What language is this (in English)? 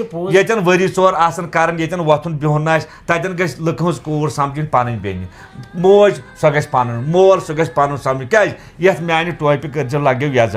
Kashmiri